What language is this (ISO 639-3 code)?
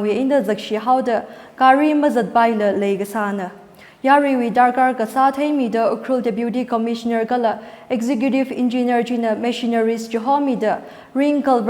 nmf